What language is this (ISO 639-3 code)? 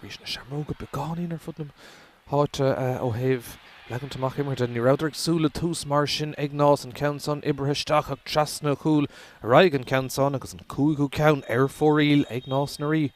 gle